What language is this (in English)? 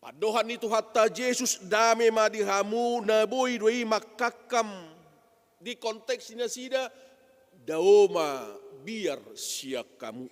Batak Toba